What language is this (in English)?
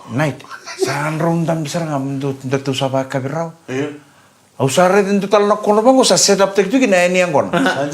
Fijian